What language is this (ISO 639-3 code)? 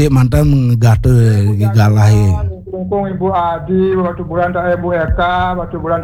ban